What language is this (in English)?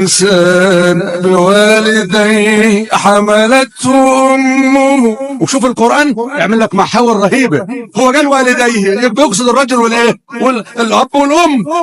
Egyptian Arabic